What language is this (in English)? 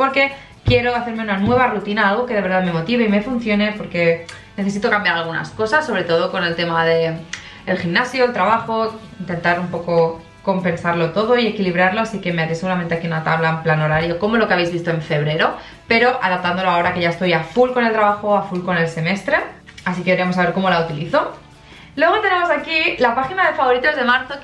Spanish